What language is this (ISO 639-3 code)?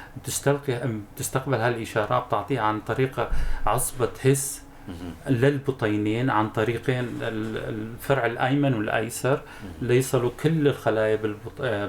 apc